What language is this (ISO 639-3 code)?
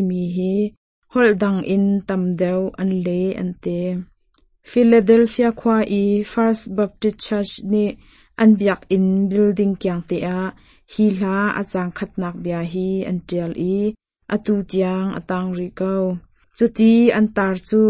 cnh